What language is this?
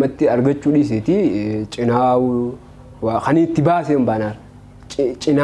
Oromo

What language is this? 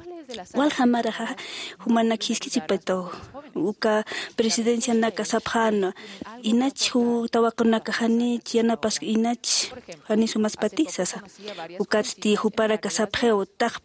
Aymara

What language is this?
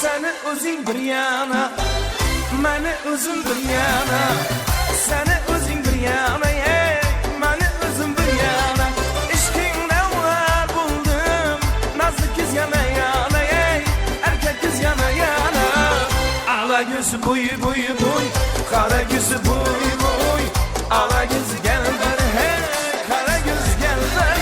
Kara-Kalpak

